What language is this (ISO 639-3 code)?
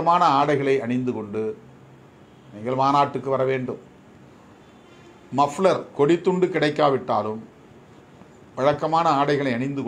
tam